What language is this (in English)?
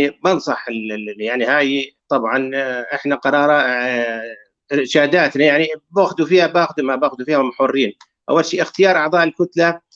North Levantine Arabic